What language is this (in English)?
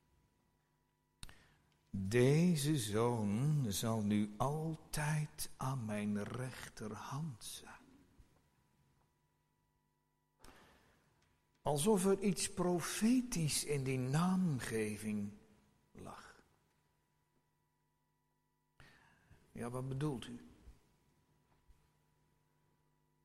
Dutch